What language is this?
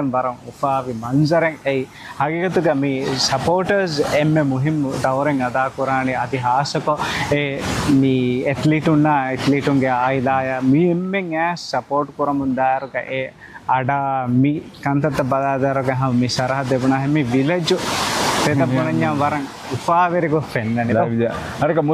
Divehi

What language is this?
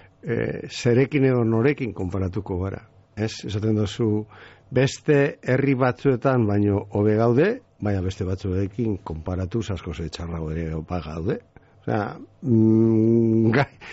Basque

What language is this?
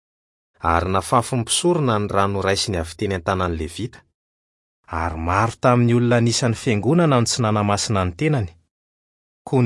Malagasy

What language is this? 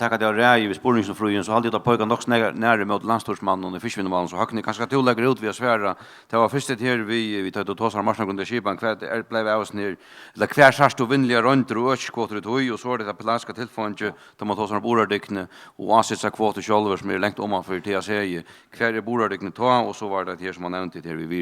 Faroese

